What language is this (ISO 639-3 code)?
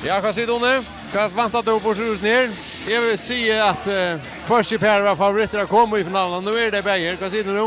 fao